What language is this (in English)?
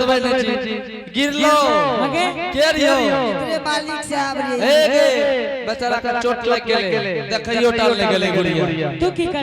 Angika